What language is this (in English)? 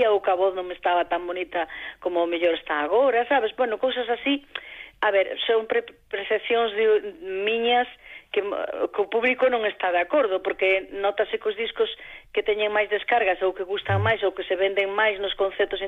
Galician